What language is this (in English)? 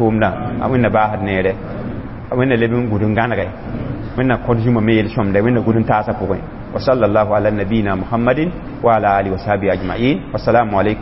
Mossi